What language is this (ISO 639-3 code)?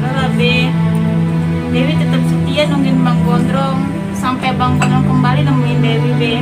bew